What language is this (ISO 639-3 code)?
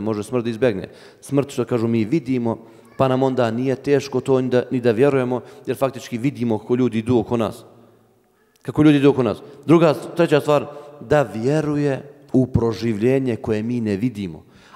bos